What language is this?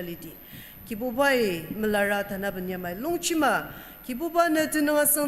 Ao Naga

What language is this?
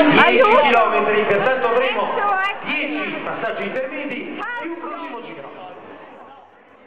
Italian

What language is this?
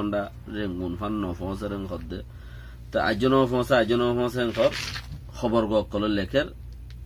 Rohingya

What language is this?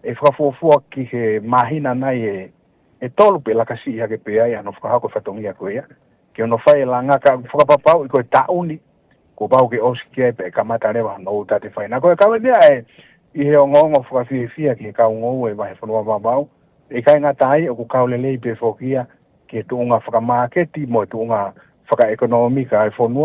Tongan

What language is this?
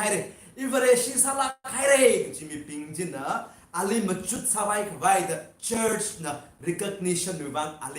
Tangkhul Naga (India)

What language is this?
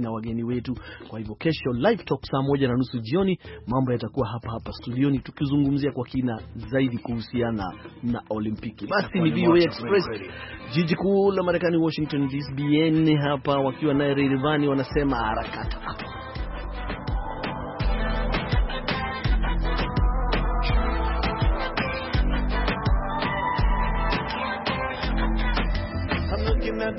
Swahili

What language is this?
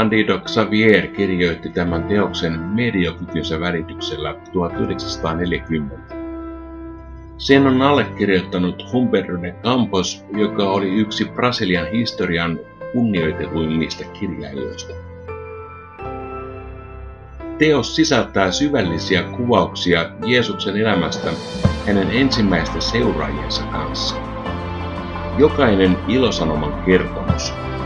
Finnish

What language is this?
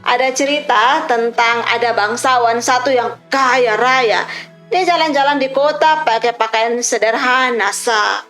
Kupang Malay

